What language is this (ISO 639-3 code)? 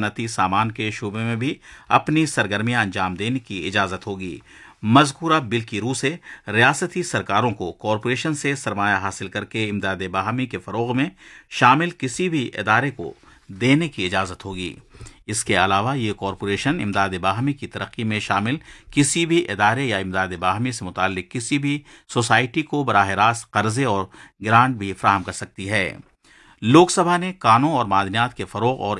urd